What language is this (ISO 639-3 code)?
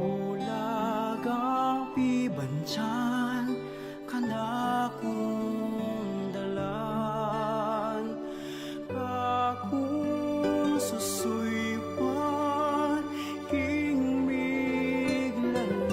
pam